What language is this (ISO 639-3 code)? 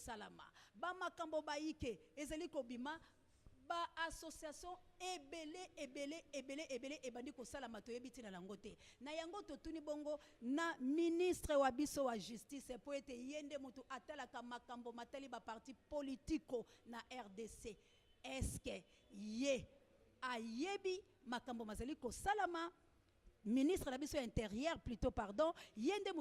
lin